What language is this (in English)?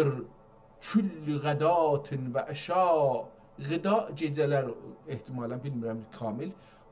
South Azerbaijani